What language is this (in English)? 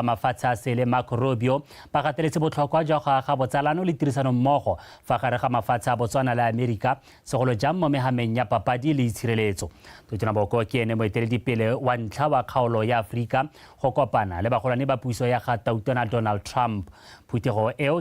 Tswana